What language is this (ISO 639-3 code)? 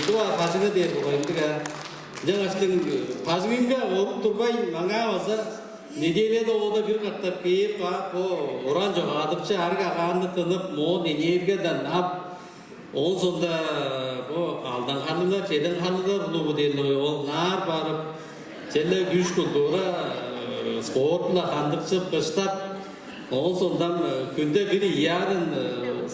tyv